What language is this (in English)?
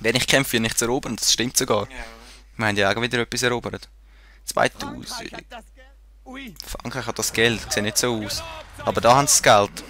Swiss German